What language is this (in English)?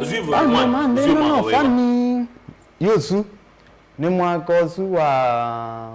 Kamba